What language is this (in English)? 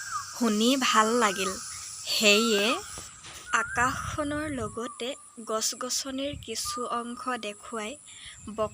Assamese